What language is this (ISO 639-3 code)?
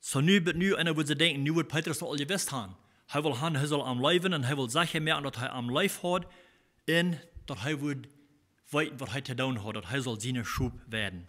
pdt